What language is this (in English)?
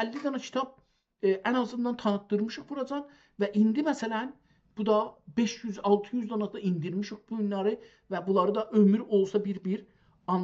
South Azerbaijani